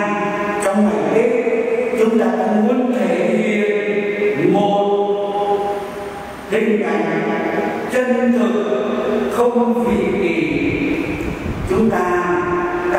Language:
Vietnamese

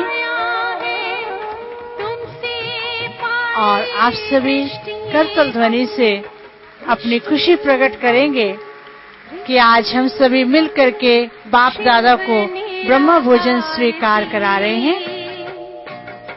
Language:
Hindi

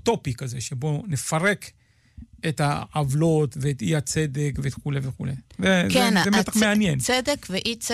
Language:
Hebrew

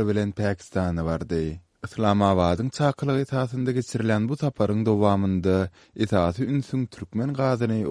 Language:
Turkmen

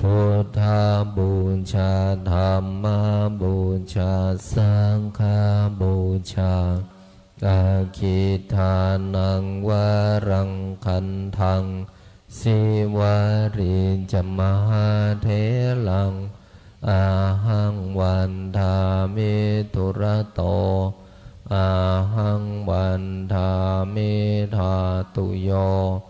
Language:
Pali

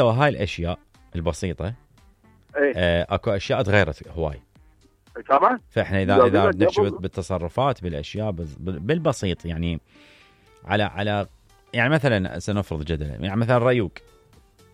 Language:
Mesopotamian Arabic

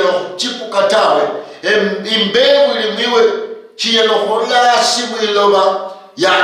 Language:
Luyia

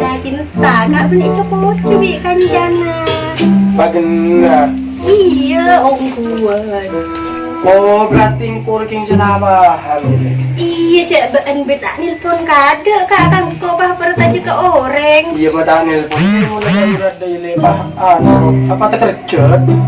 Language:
Madurese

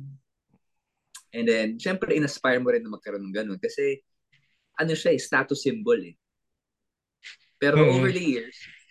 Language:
Filipino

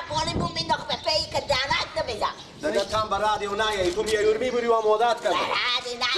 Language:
Persian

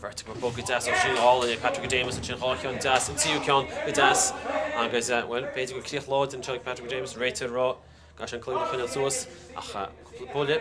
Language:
Irish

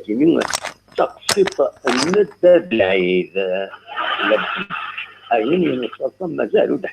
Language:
Kabyle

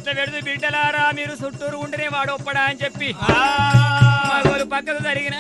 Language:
Telugu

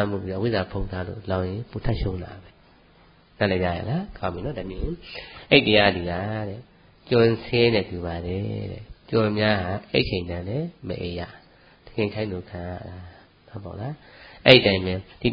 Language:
Burmese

